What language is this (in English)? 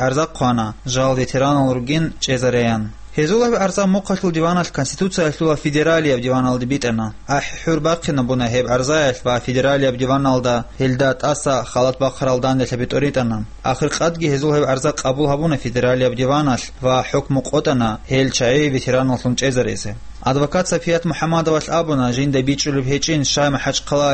Avaric